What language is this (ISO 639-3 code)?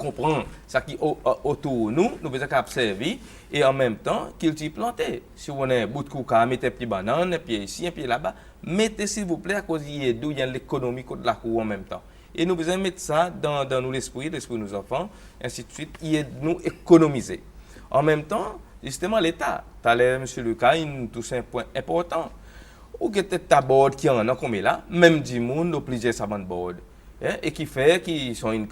crs